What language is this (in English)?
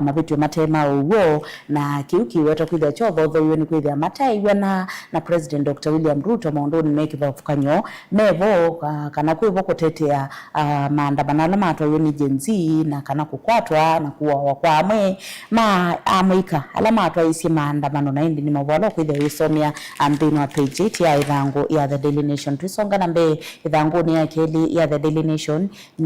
Kamba